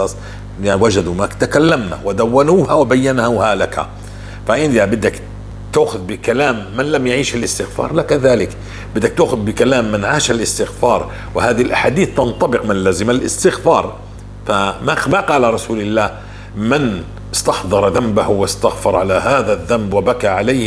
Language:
North Levantine Arabic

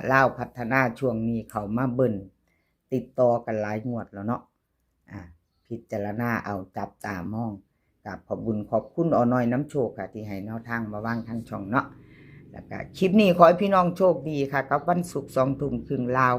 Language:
Northeastern Thai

